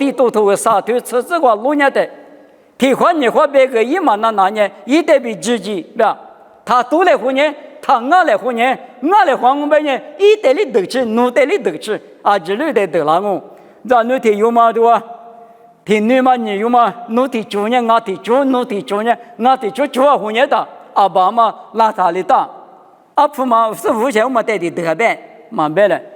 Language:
Lisu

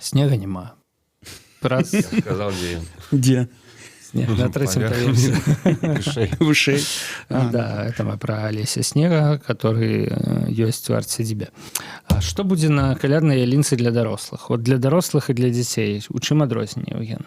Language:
Belarusian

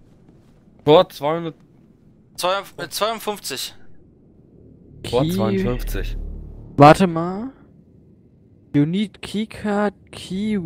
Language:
German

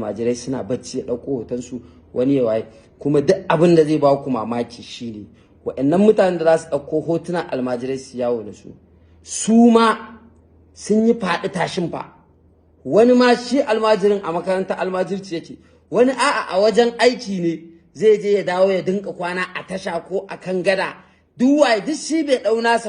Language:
Hausa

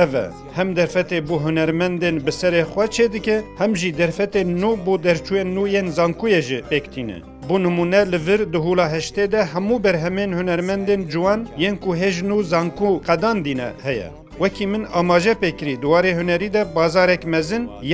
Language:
Kurdish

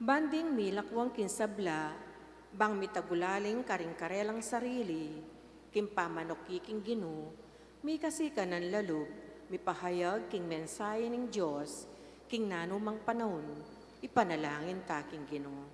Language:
Pampanga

